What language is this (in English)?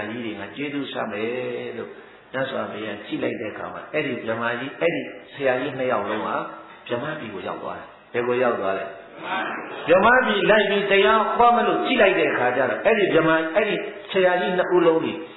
Burmese